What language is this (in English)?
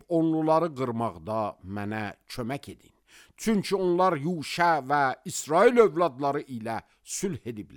Azerbaijani